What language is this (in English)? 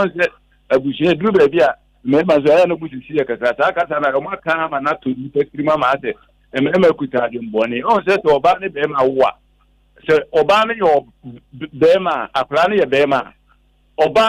Akan